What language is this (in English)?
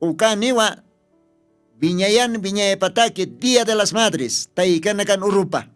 Aymara